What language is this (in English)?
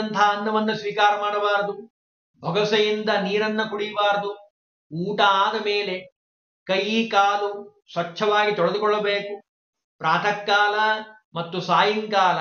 Kannada